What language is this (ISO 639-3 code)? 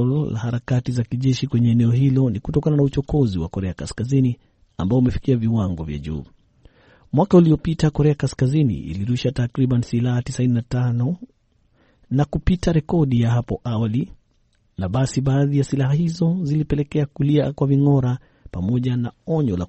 swa